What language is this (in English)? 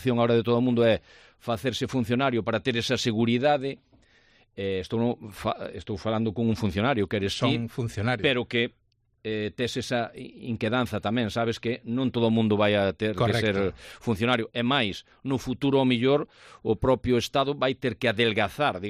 Galician